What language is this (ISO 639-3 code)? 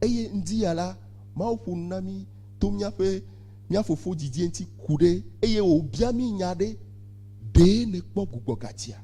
ewe